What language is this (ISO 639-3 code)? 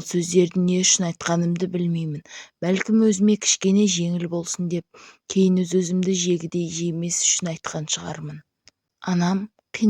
kaz